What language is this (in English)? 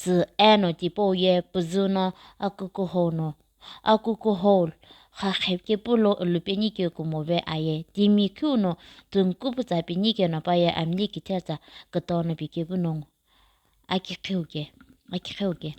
Sumi Naga